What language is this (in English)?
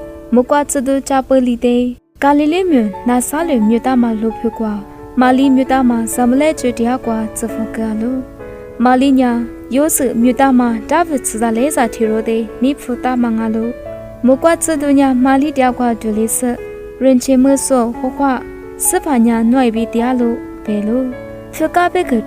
Lisu